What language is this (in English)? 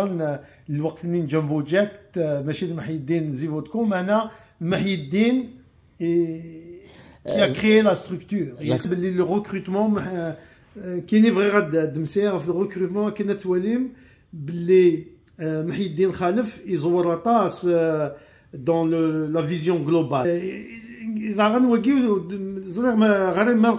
Kabyle